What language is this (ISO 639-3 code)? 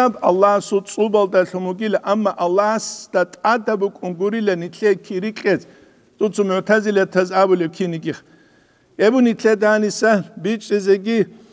ava